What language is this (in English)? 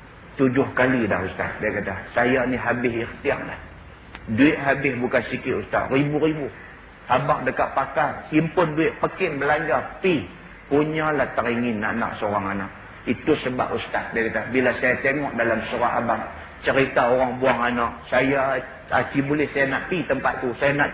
Malay